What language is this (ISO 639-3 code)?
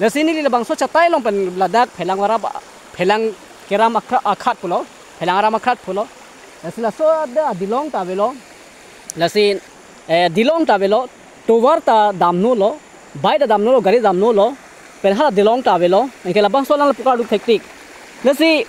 mjw